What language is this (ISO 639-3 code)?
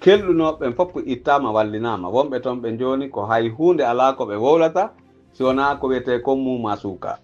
fuf